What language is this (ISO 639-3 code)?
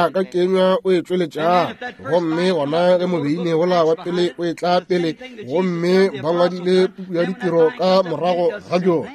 nso